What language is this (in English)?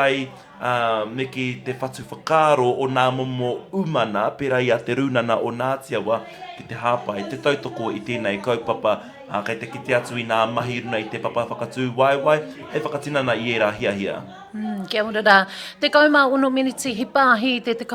Māori